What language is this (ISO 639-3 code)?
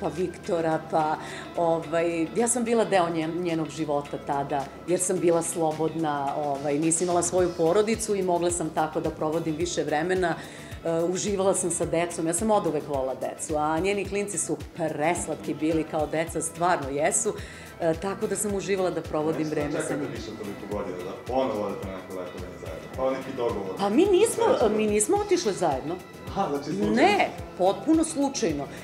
srp